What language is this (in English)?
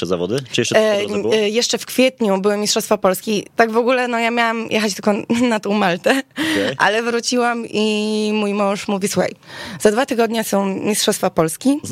Polish